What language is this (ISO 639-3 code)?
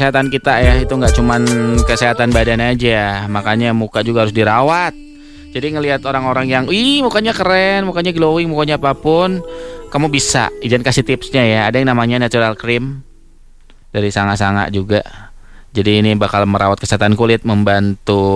ind